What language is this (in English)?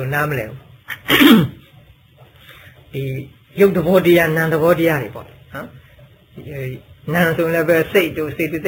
Burmese